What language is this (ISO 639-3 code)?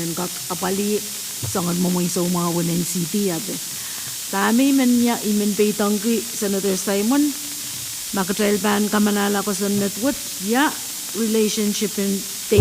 pon